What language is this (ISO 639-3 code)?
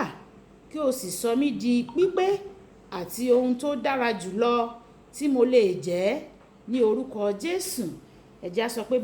yor